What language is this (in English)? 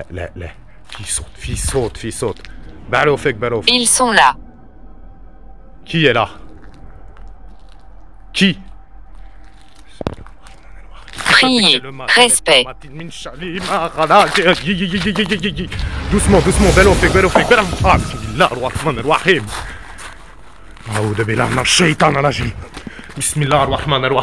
French